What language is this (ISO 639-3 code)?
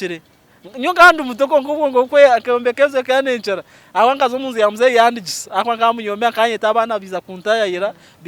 nyn